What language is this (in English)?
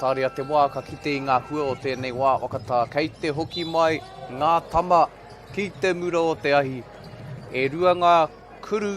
Māori